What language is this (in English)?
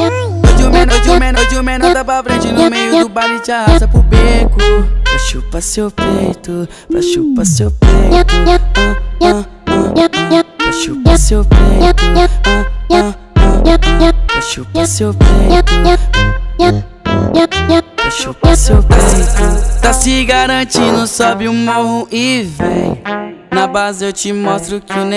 Portuguese